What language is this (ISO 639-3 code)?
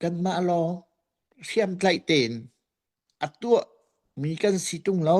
cnh